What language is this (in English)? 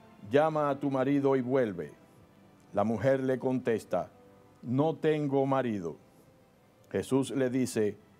Spanish